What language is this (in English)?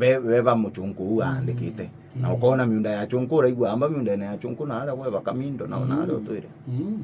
Meru